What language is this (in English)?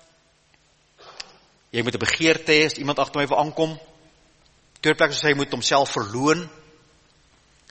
Afrikaans